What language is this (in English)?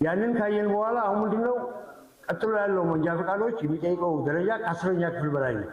Amharic